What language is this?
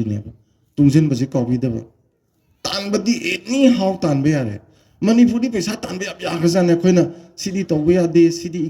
Manipuri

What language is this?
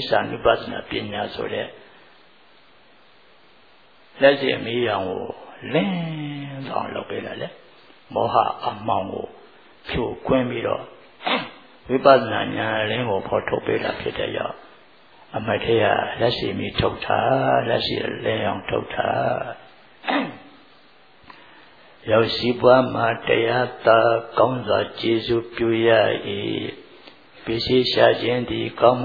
Burmese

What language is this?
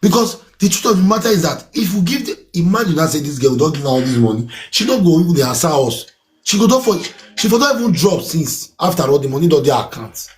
Nigerian Pidgin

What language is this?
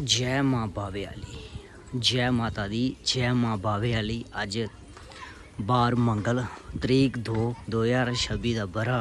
Dogri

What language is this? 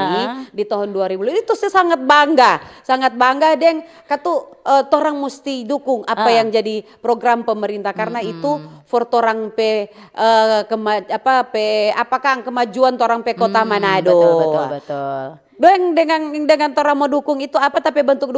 Manado Malay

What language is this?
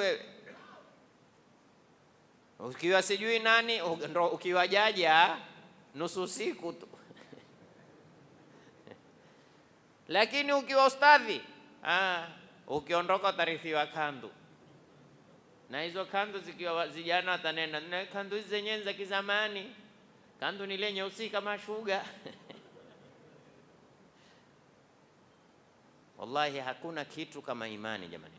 Swahili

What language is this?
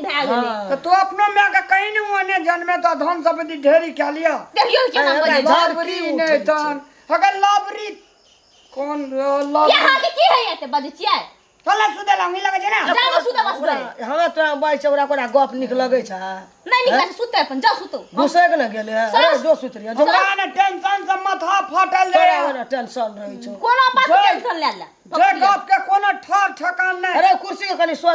Maithili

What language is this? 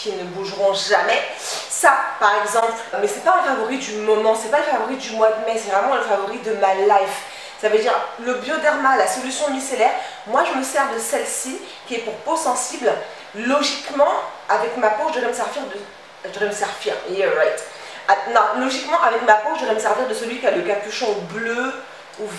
French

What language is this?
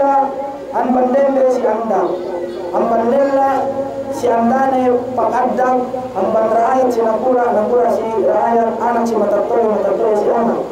Yakan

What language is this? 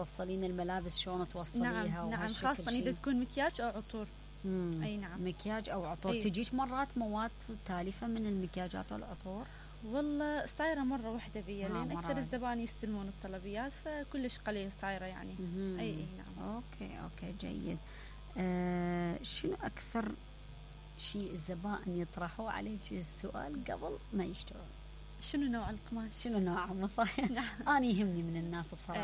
Mesopotamian Arabic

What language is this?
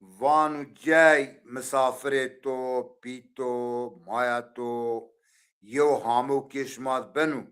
Zaza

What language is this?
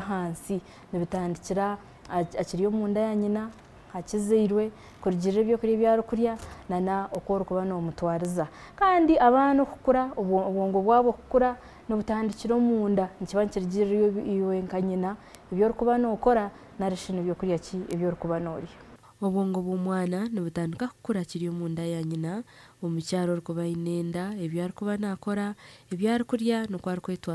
Nyankole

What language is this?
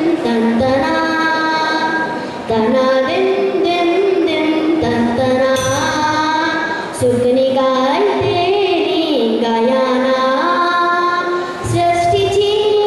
Konkani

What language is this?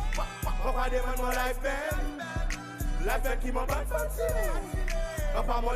Seselwa Creole French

